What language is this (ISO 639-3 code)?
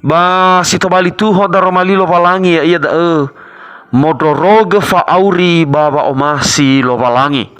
nia